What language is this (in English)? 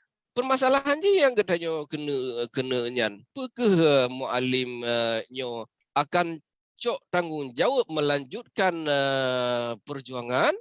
Achinese